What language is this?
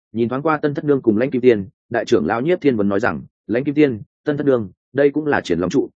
Vietnamese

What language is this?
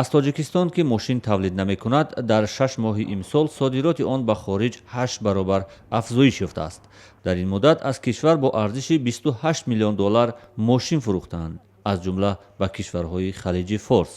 Tajik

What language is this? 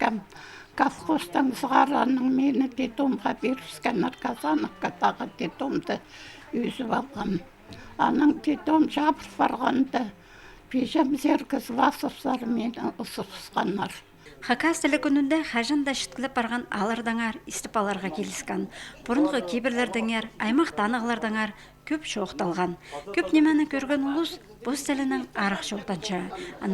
Khakas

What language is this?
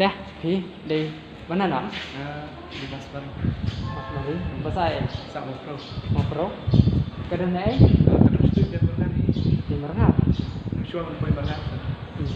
Khasi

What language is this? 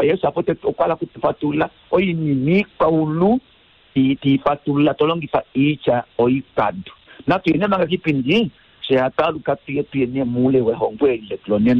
Kuanyama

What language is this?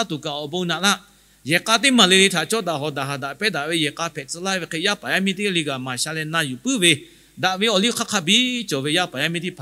Lahu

